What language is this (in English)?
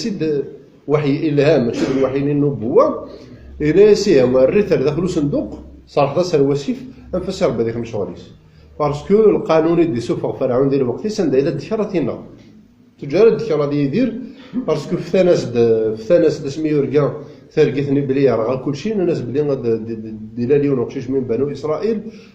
Kabyle